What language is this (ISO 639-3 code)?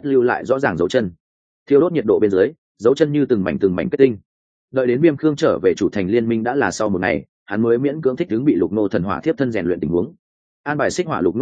vie